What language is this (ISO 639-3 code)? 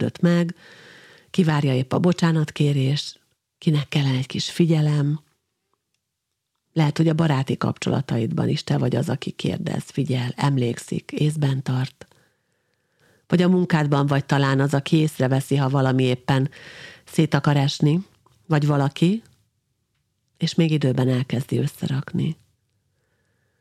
hun